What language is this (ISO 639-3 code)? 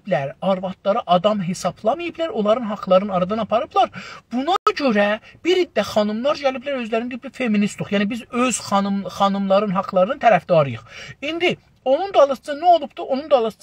azb